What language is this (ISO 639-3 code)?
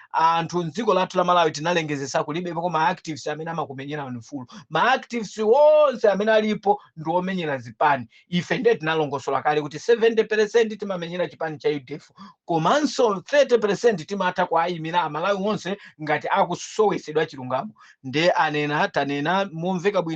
nya